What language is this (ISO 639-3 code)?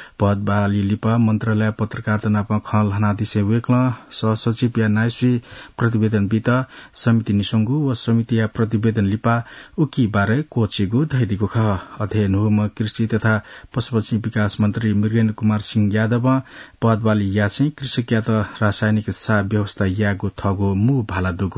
new